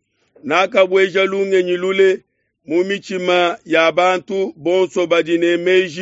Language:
Luba-Lulua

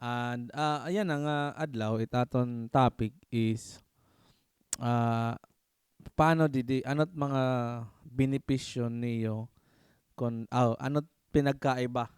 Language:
Waray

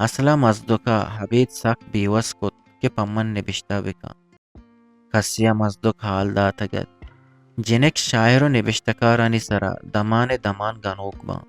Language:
Eastern Balochi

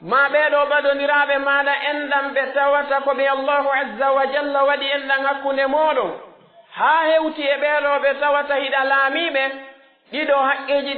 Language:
Pular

